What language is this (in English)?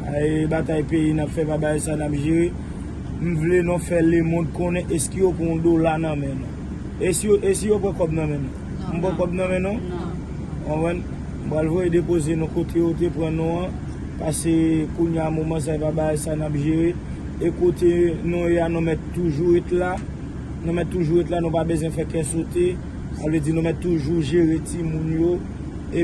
Haitian Creole